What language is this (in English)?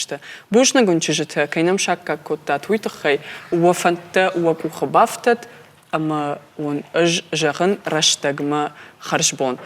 Ossetic